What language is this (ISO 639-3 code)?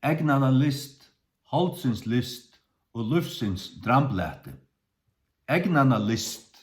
fao